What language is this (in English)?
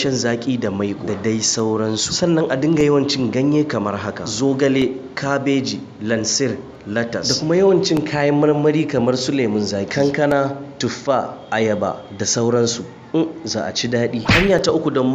Hausa